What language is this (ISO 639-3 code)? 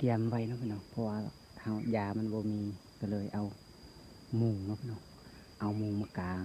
lao